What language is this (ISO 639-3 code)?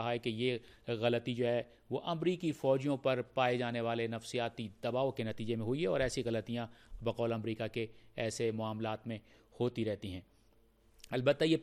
urd